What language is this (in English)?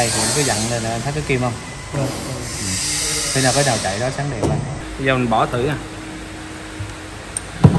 Vietnamese